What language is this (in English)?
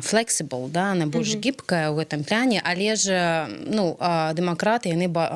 Belarusian